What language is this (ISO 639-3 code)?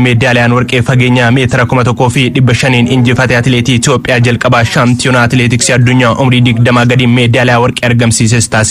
orm